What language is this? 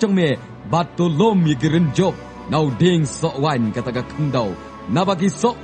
Khasi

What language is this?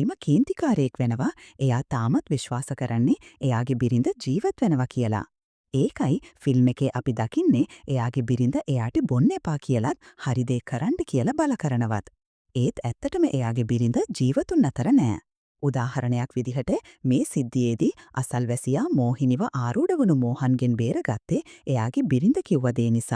Sinhala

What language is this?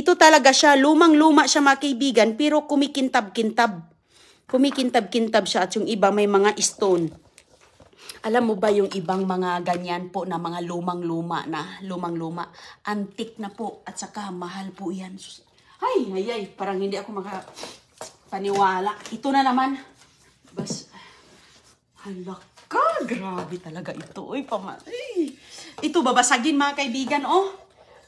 Filipino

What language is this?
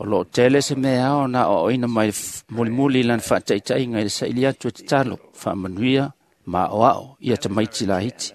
Samoan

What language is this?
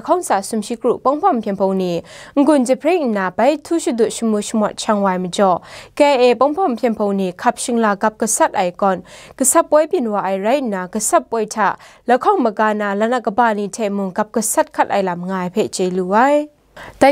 Kachin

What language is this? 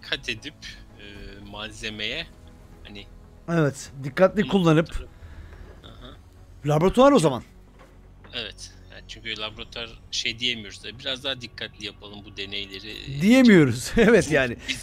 Turkish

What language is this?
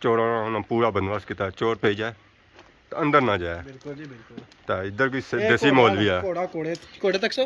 Pahari-Potwari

